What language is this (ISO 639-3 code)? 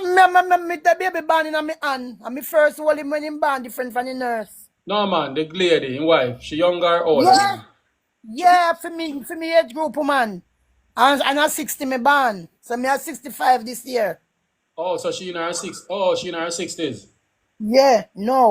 jam